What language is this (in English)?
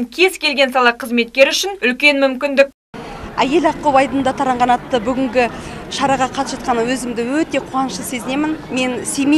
Kazakh